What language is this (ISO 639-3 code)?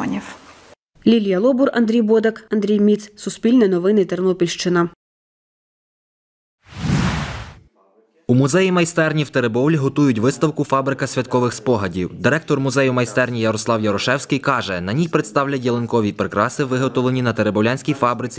ukr